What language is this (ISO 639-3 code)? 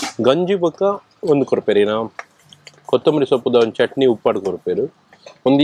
tcy